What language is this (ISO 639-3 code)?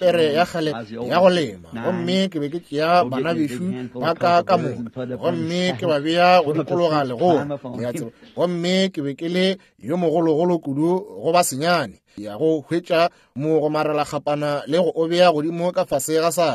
nso